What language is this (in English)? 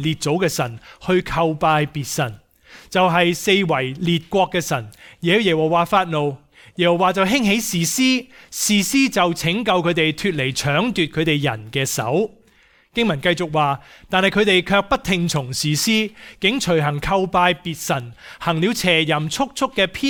Cantonese